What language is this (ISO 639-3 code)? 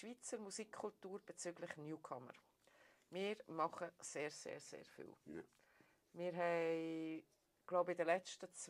gsw